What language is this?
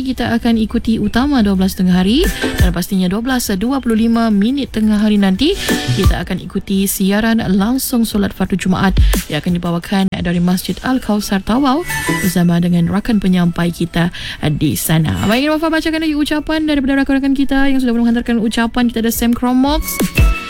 Malay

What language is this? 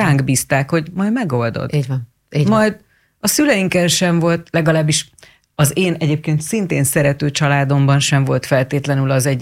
Hungarian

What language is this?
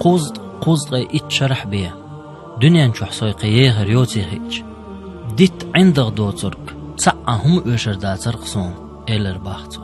Chechen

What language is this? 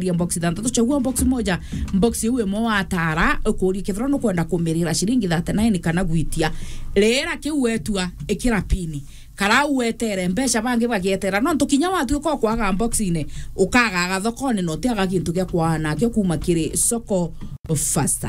Meru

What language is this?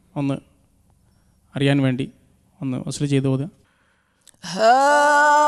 Malayalam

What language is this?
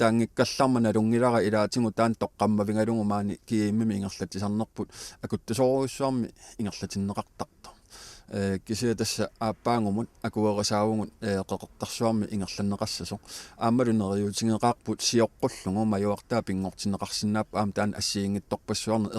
Kalaallisut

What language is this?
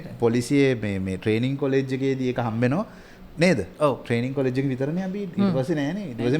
Sinhala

